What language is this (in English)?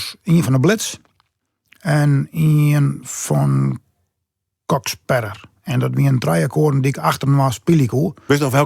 Western Frisian